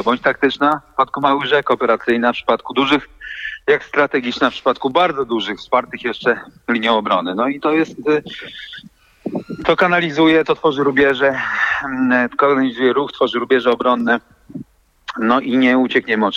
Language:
Polish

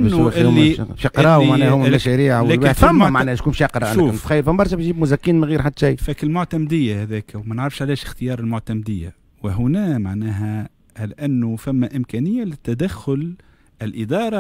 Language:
Tunisian Arabic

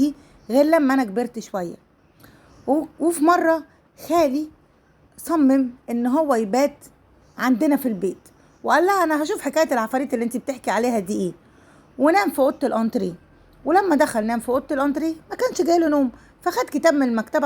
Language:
Egyptian Arabic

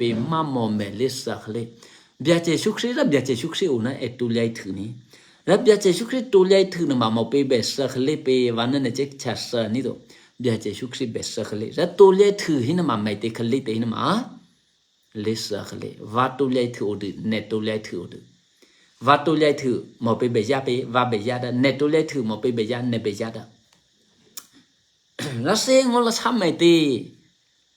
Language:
Eastern Kayah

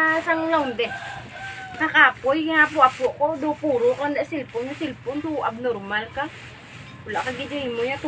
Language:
Hiligaynon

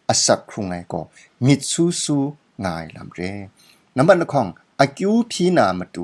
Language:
Kachin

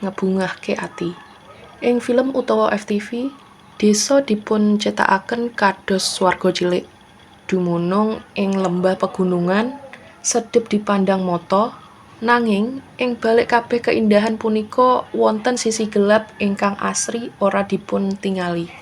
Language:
Javanese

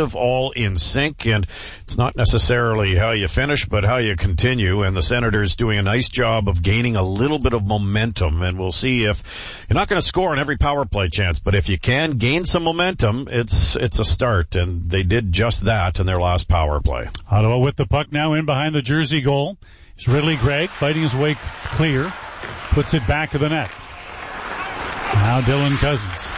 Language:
English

